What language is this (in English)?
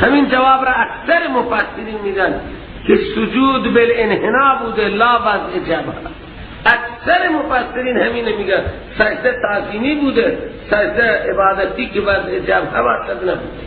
Persian